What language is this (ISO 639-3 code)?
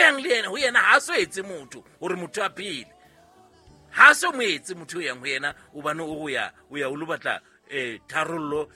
sot